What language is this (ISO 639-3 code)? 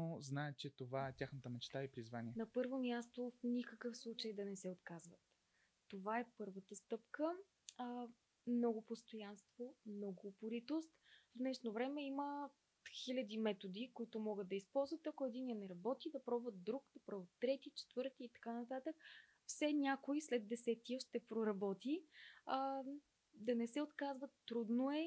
bul